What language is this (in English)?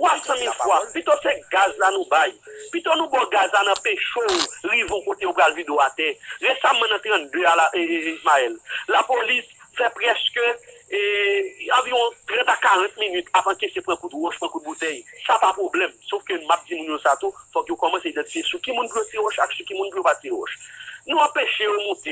Haitian Creole